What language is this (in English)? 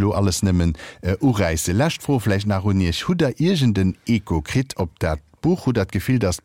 Luxembourgish